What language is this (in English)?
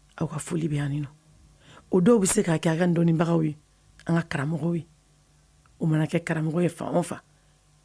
Bambara